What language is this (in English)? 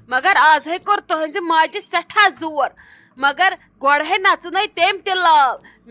Kashmiri